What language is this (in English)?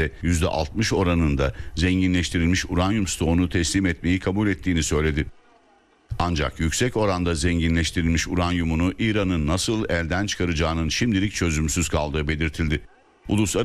Turkish